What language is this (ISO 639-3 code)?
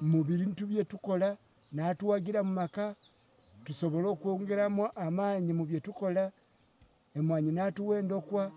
lug